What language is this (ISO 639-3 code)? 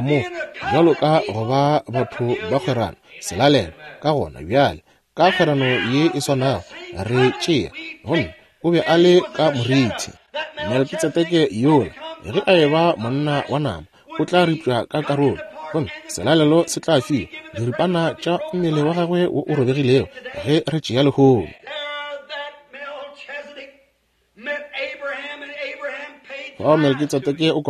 nso